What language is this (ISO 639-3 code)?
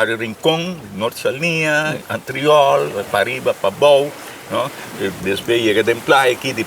pap